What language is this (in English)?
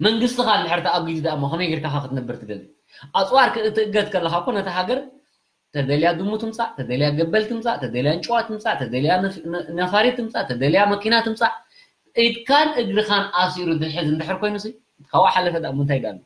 Tigrinya